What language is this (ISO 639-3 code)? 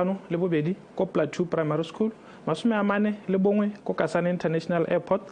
tsn